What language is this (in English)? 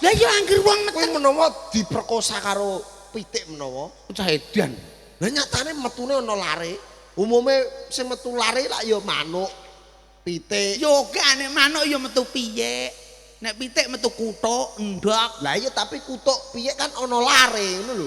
Javanese